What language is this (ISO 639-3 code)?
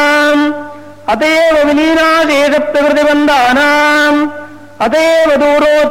san